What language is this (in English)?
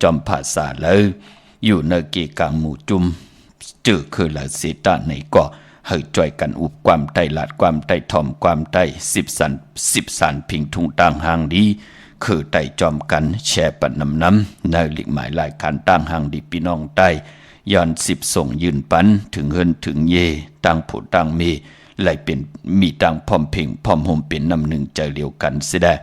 Shan